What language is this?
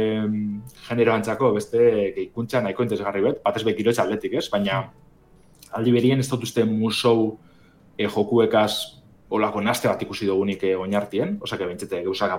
Basque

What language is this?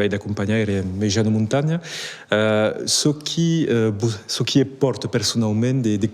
Occitan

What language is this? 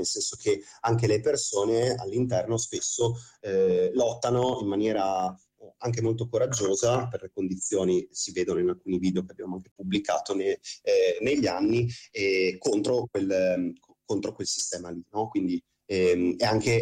Italian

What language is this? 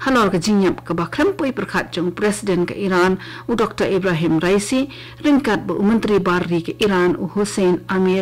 Khasi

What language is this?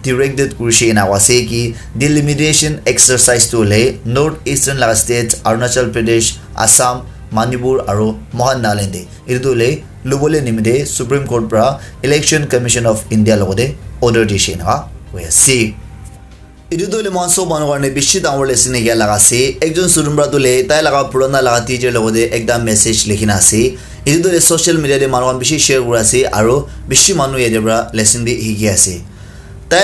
Naga Pidgin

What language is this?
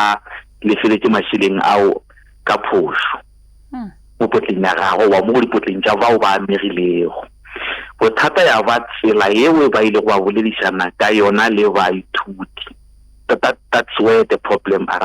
Northern Sotho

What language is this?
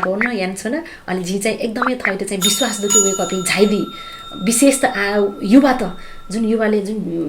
Newari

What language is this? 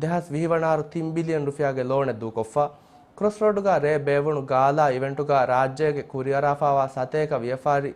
Divehi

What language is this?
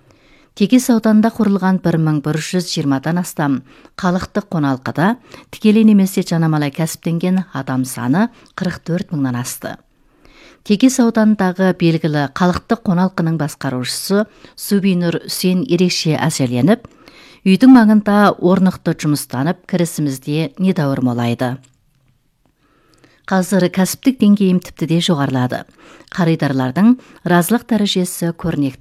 Kazakh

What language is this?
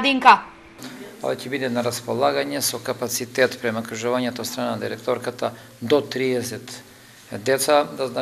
Macedonian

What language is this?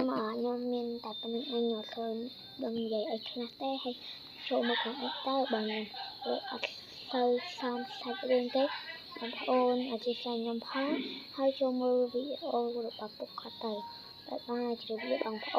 Khmer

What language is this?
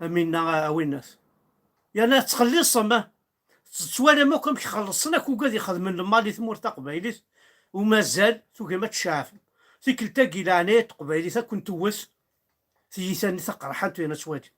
Kabyle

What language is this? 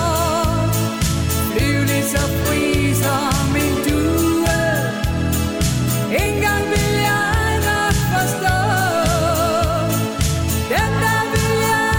Danish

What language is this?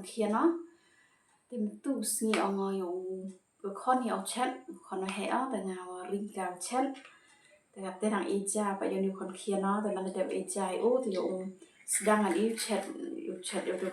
Khasi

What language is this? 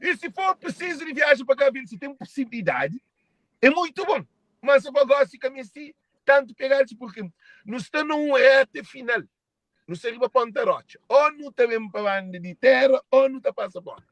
Kabuverdianu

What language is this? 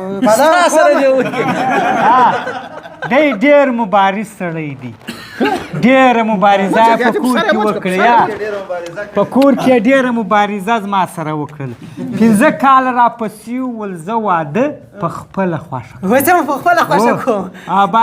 Pashto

